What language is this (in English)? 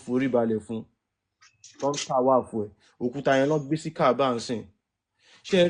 Yoruba